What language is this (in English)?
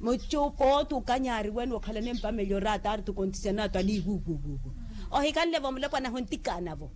Makhuwa